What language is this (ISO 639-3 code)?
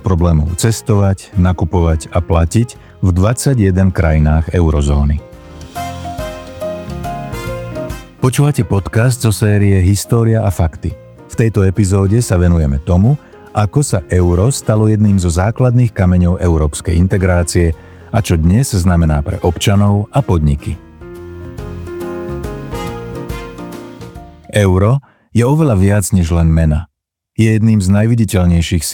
slk